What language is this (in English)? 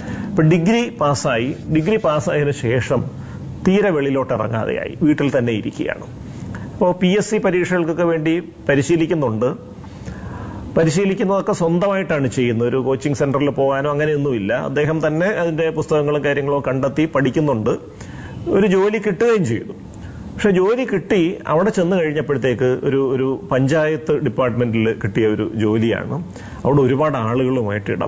Malayalam